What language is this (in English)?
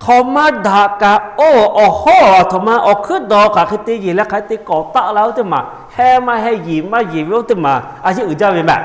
Lahu